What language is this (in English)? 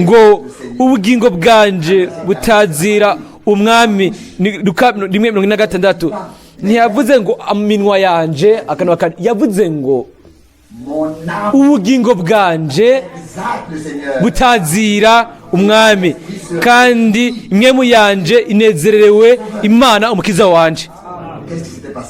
Rundi